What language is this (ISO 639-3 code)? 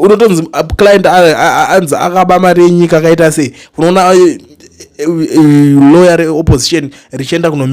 sna